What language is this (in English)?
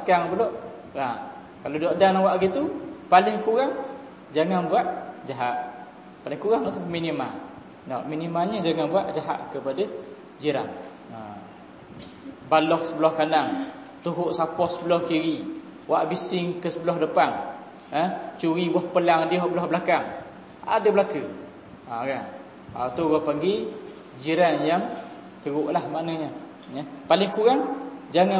Malay